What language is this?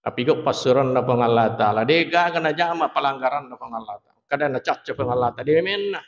Buginese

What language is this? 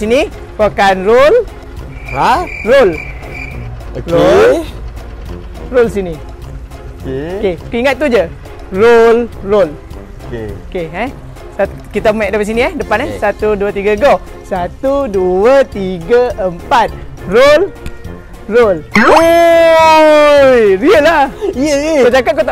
Malay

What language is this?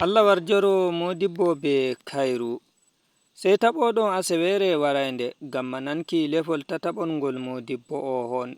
Fula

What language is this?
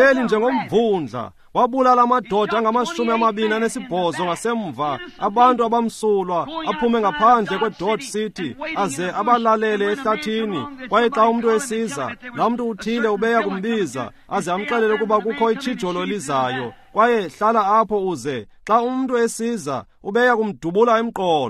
Xhosa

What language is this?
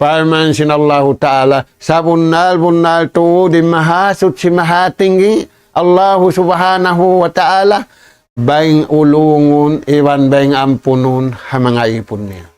Tausug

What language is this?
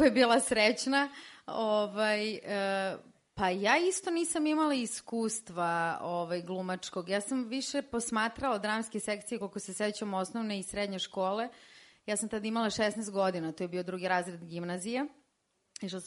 Serbian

